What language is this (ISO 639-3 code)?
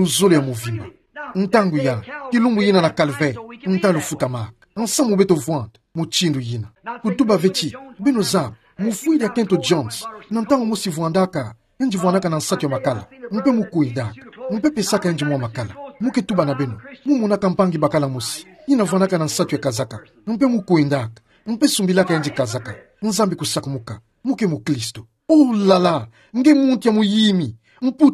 ktu